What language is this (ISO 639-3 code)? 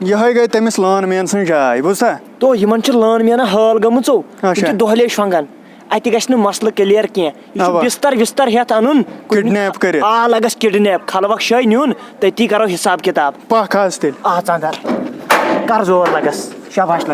kas